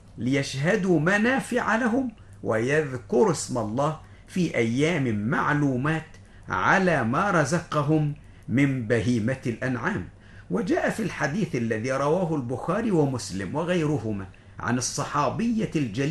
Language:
Arabic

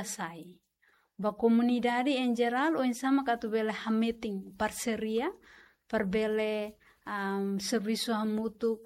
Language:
Tetum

